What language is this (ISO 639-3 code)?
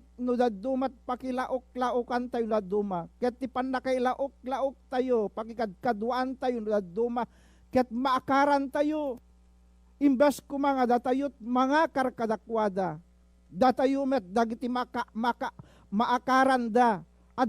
ilo